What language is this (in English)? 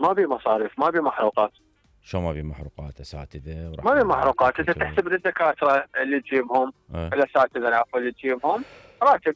Mesopotamian Arabic